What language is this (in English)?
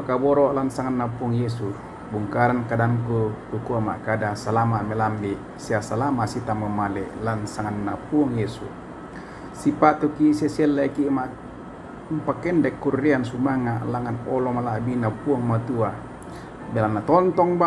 Toraja-Sa'dan